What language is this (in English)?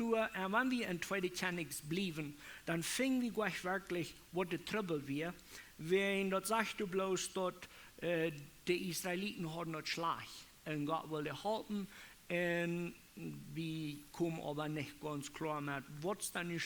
Plautdietsch